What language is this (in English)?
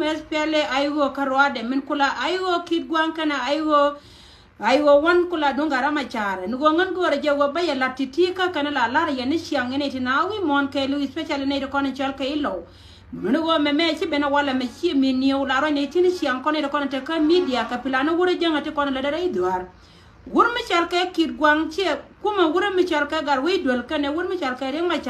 Nuer